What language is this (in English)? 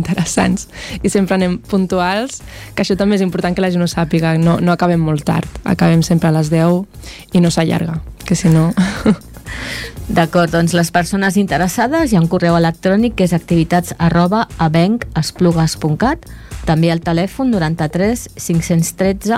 Catalan